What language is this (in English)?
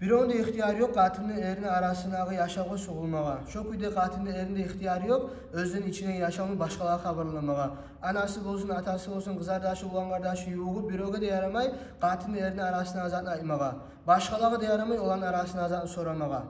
Kumyk